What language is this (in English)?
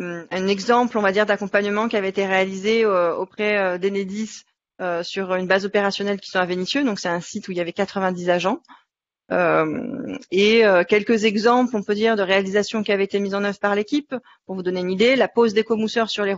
French